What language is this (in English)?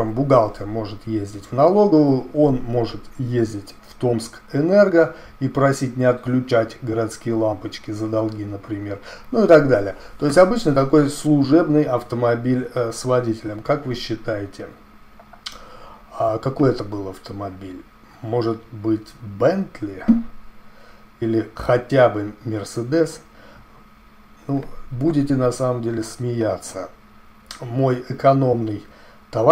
Russian